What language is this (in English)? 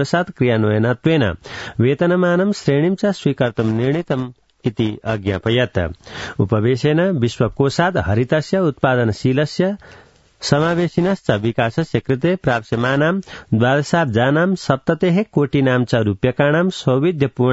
Sanskrit